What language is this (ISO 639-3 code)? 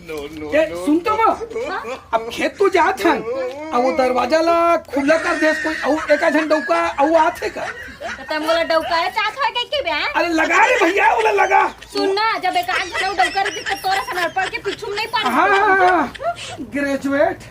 hne